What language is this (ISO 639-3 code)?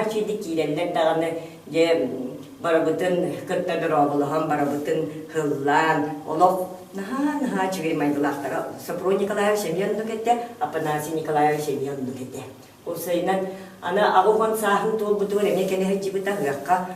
sah